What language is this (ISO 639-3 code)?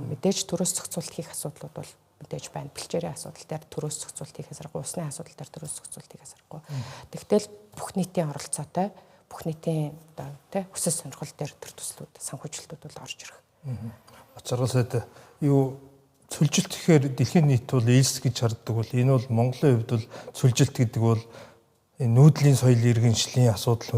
mon